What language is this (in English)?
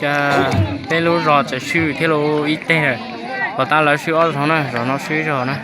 Hmong